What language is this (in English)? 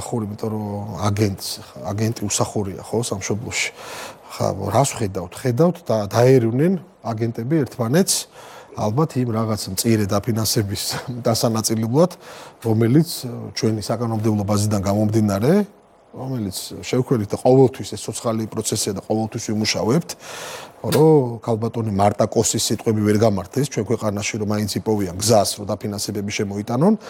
Georgian